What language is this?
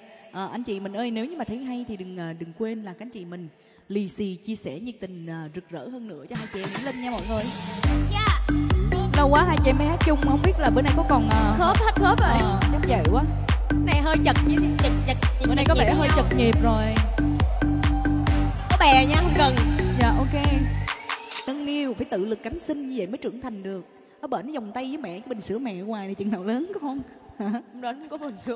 Vietnamese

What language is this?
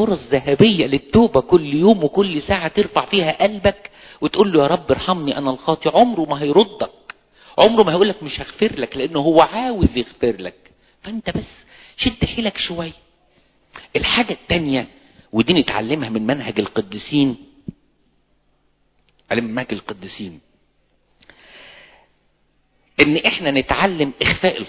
Egyptian Arabic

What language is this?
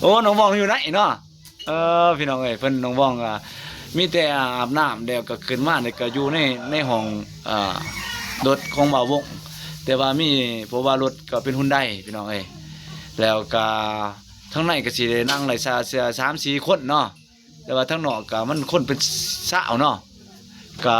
Lao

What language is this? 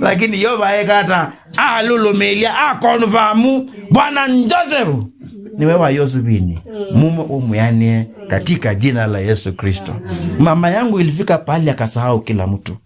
Kamba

